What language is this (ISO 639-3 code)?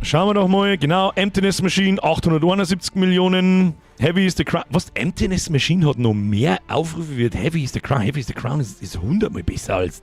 bar